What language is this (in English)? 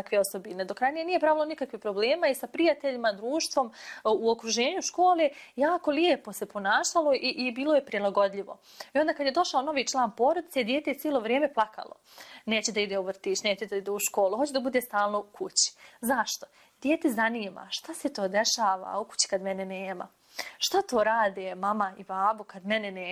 Bosnian